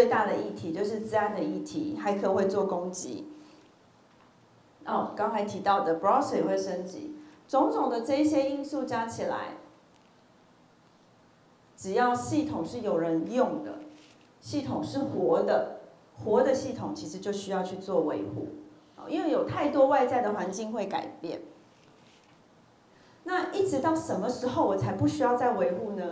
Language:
Chinese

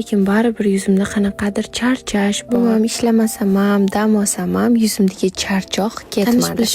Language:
Uzbek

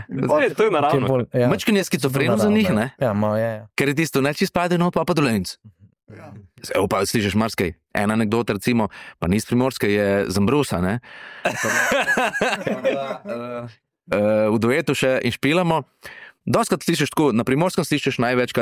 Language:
Slovenian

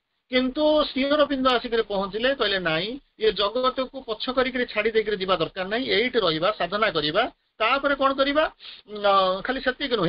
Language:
Odia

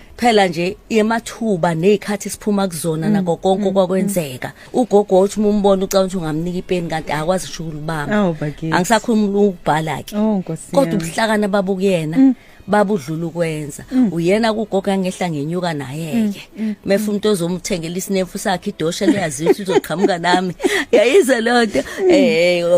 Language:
Zulu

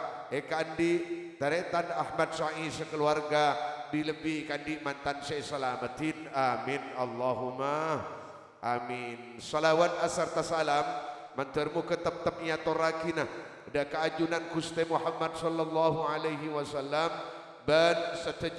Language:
Madurese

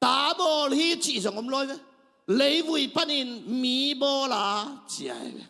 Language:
Tedim Chin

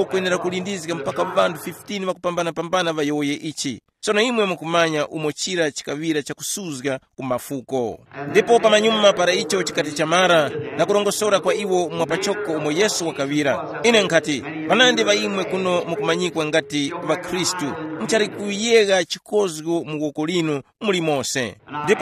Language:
Tumbuka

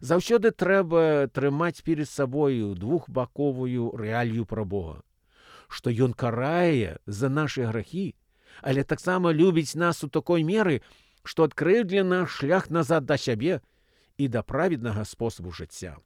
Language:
Belarusian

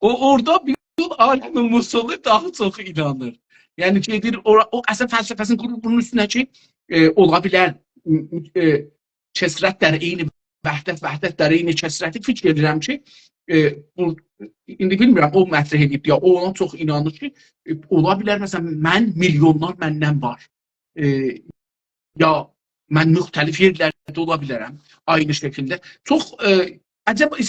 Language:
South Azerbaijani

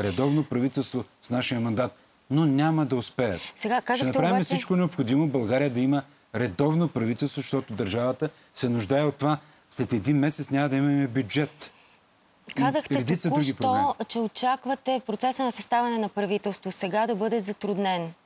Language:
Bulgarian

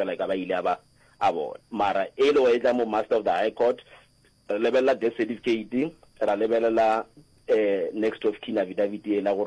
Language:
Northern Sotho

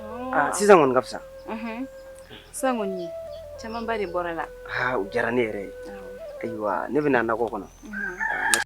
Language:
Bambara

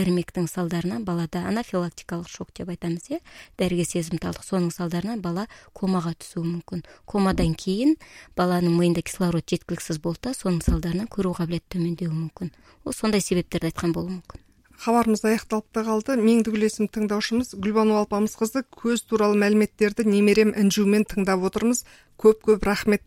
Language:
Kazakh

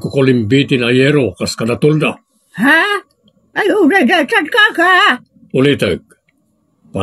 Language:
Iloko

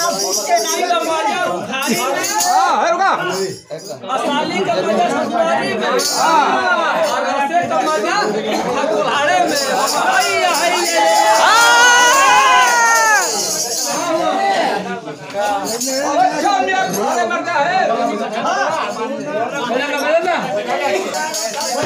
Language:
Bhojpuri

